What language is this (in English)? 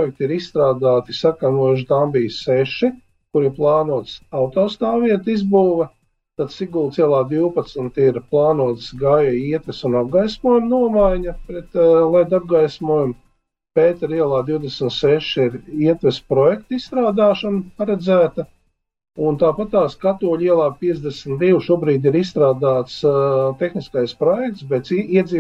Latvian